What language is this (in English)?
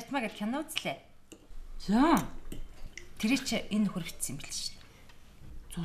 Mongolian